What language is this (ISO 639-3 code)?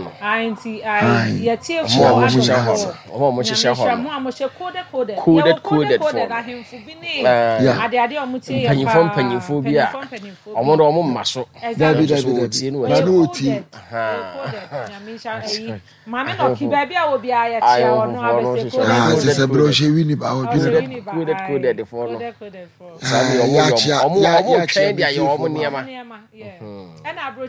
aka